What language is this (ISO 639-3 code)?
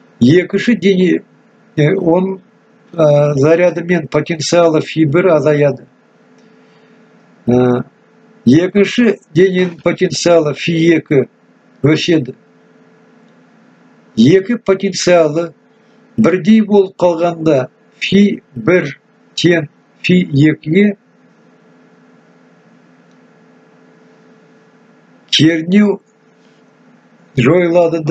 kaz